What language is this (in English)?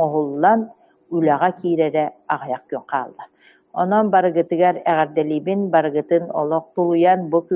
Yakut